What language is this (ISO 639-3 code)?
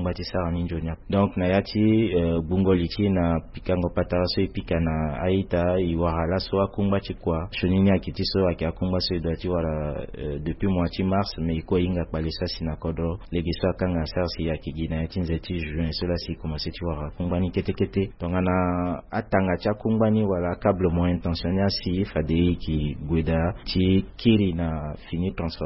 sag